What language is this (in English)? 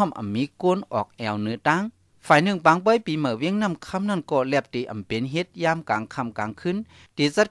Shan